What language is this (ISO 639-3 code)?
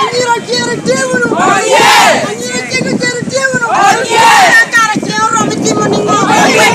laj